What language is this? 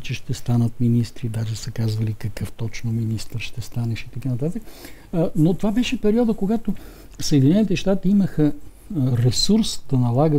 Bulgarian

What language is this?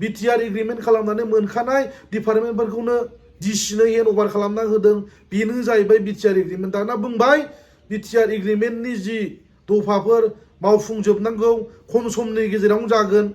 Bodo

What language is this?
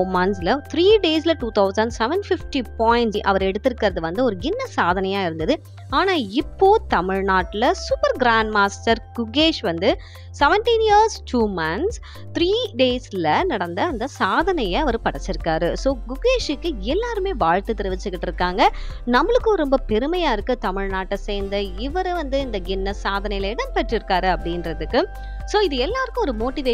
Tamil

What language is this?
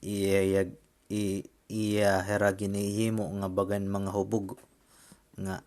Waray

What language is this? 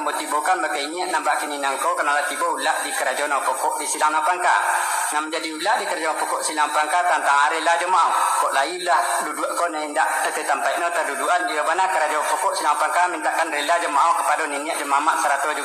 Minangkabau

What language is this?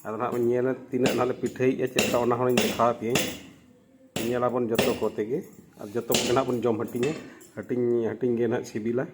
Santali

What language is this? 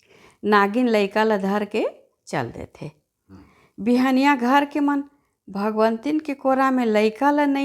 Chhattisgarhi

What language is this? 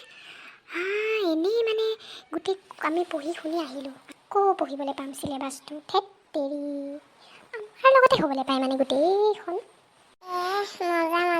Assamese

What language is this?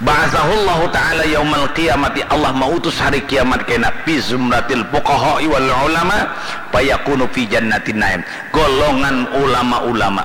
Banjar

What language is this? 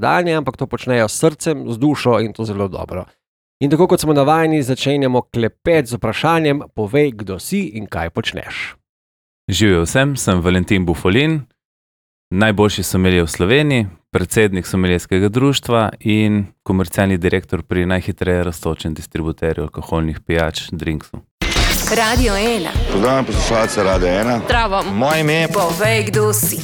Slovenian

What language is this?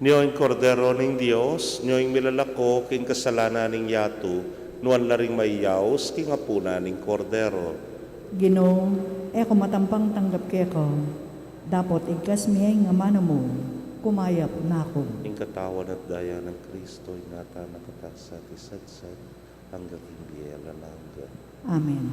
Pampanga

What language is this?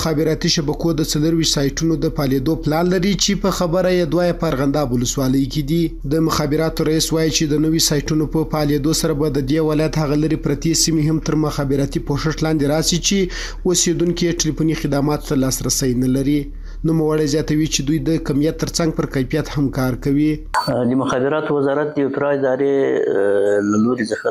Pashto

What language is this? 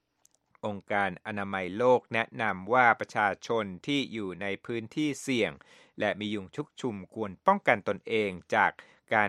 Thai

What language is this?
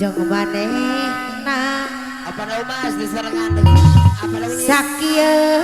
Sundanese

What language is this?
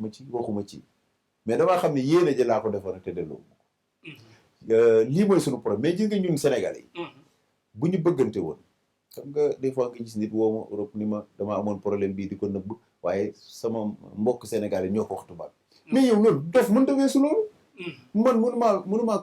Wolof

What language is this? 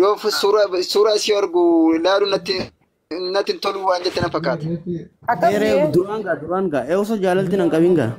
Oromo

